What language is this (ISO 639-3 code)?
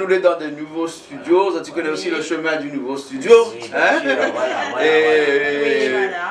rcf